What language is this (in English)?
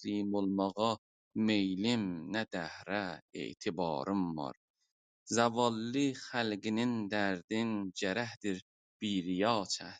South Azerbaijani